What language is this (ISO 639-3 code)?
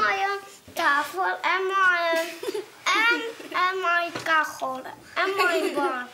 fry